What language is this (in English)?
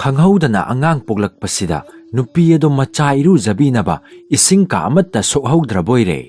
Manipuri